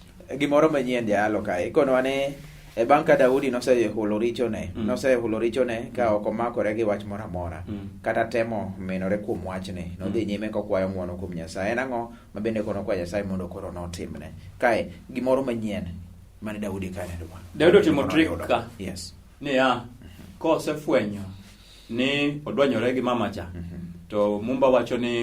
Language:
Luo (Kenya and Tanzania)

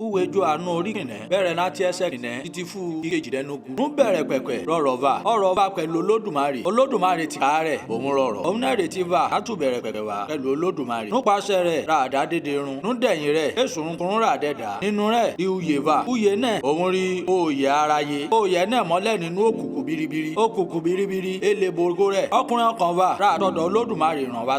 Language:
Yoruba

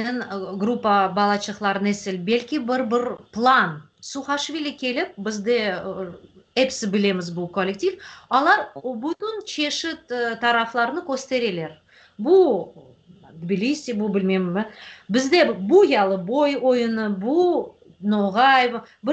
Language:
Crimean Tatar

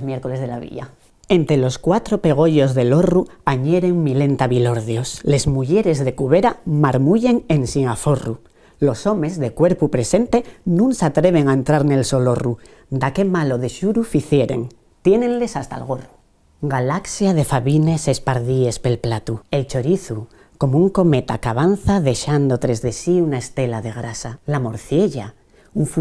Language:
Asturian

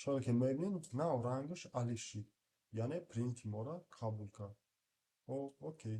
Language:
Tajik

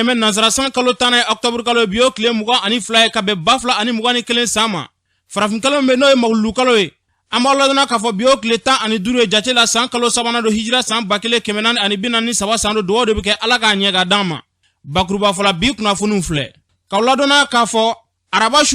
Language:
Bambara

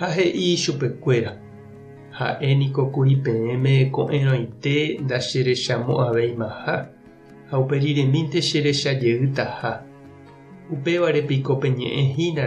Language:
Guarani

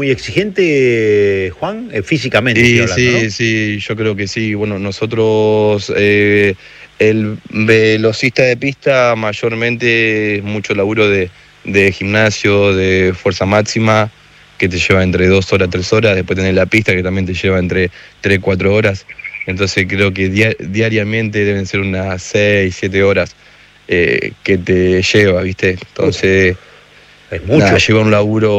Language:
Spanish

